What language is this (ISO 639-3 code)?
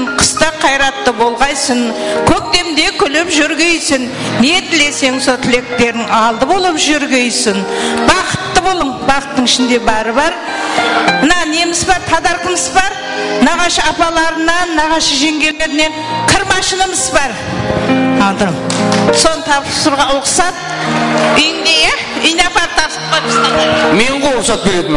kaa